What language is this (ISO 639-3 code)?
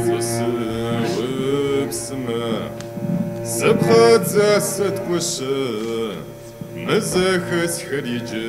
kbd